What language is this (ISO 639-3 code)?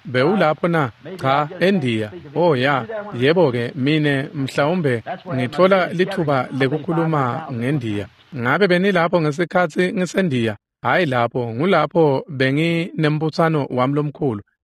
ssw